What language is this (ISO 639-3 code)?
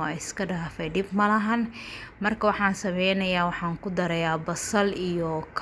som